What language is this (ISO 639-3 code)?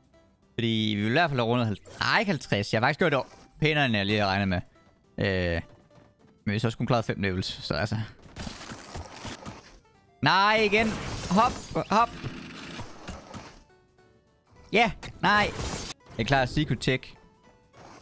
dan